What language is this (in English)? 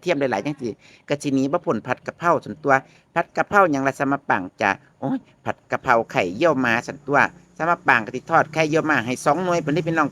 Northeastern Thai